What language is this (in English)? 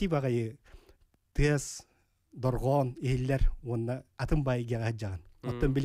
Yakut